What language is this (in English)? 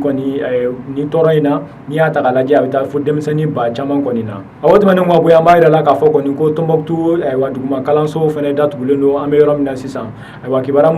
Bambara